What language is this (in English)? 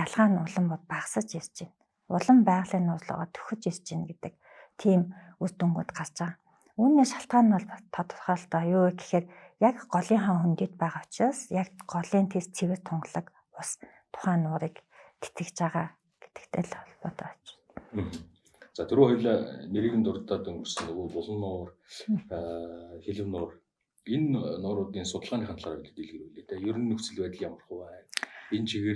Mongolian